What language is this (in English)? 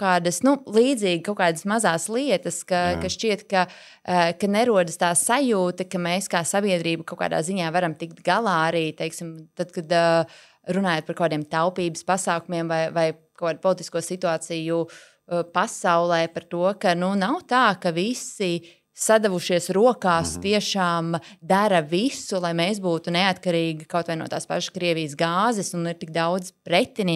Latvian